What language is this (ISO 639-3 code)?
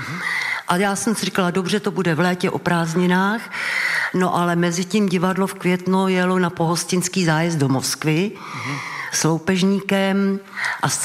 ces